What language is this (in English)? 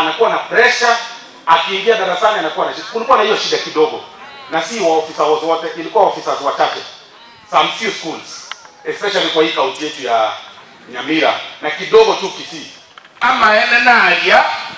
Gusii